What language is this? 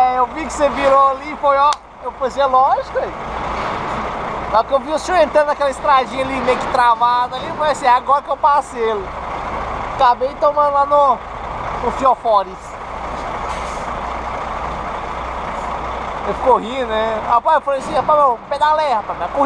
Portuguese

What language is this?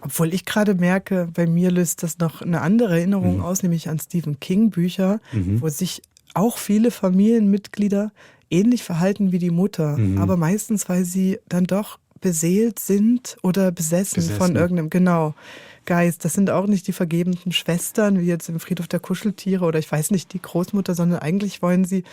Swiss German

